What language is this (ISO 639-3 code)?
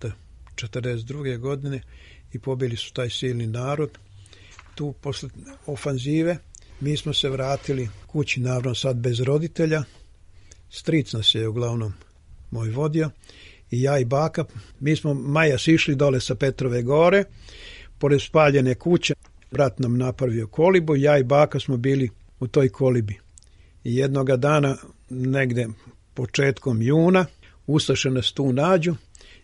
srp